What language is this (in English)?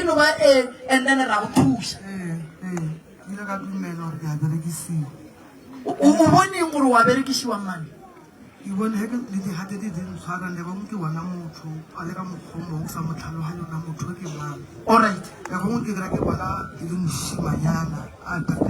Northern Sotho